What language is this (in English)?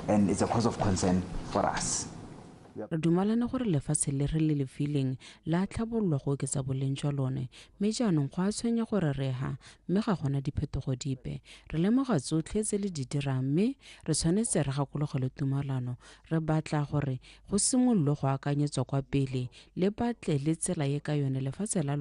Tswana